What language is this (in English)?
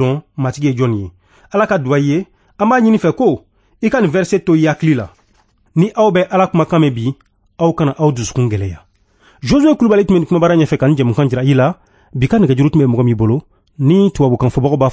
Bambara